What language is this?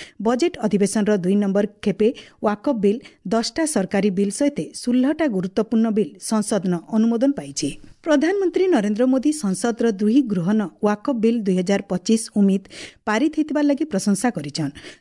Odia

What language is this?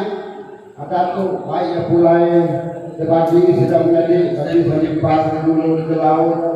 Iban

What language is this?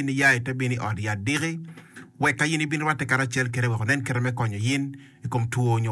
Acoli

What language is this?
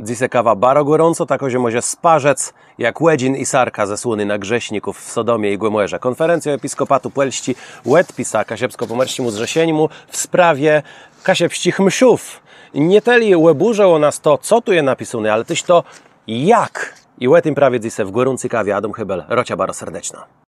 Kashubian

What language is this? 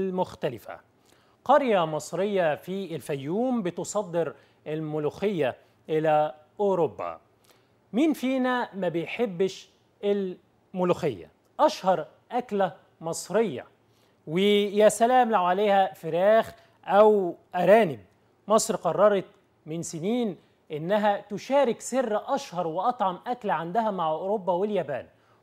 Egyptian Arabic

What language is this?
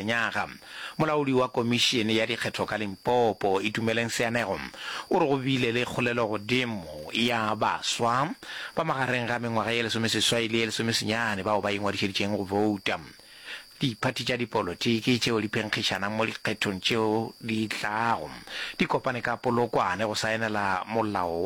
Northern Sotho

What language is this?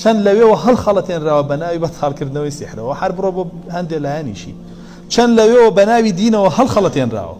Central Kurdish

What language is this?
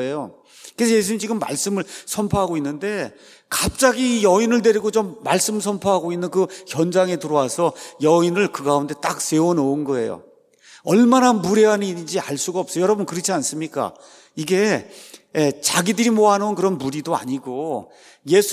Korean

